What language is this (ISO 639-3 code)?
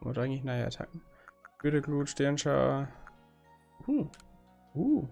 bar